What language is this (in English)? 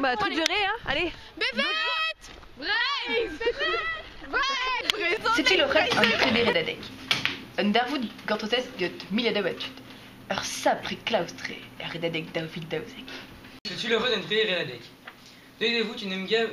Breton